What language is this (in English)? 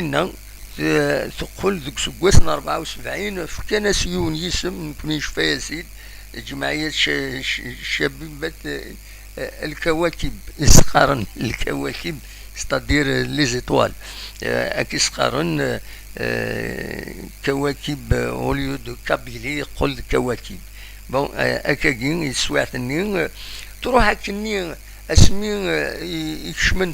Kabyle